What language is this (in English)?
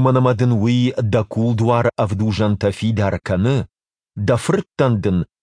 Ossetic